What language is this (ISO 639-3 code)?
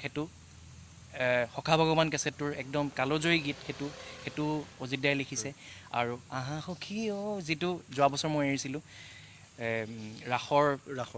asm